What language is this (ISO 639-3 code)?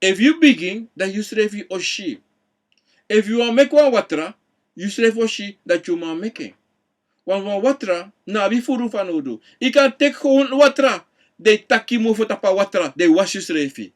srn